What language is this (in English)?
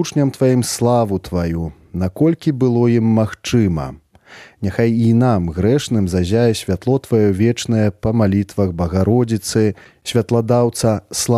Belarusian